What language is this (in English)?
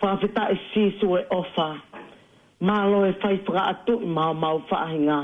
Tongan